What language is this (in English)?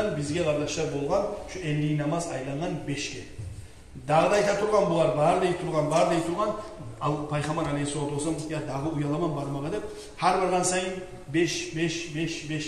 Kumyk